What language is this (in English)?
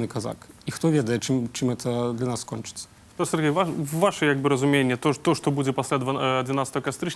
Belarusian